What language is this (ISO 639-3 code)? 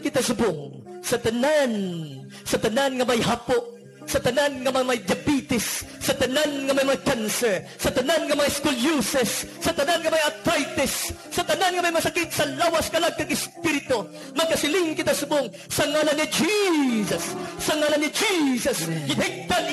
hil